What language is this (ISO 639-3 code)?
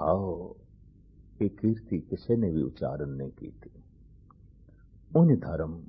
pan